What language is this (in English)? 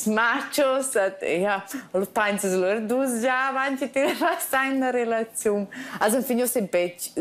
Romansh